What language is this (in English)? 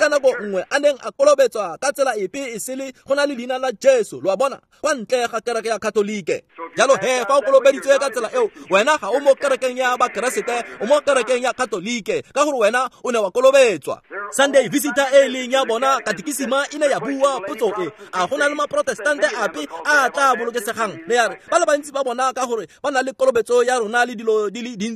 Tswana